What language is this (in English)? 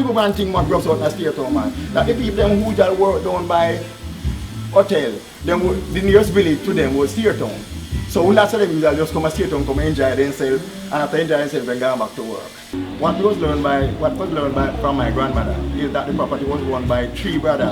Jamaican Creole English